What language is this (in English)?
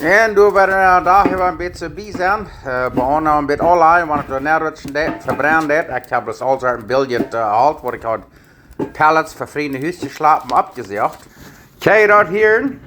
Plautdietsch